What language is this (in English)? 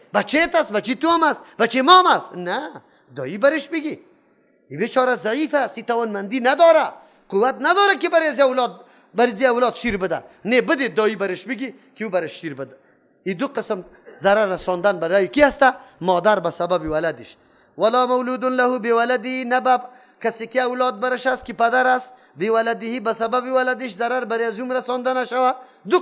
Persian